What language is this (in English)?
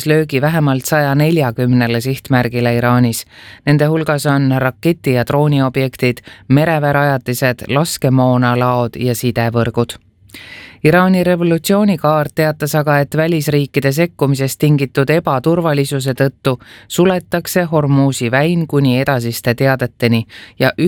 Estonian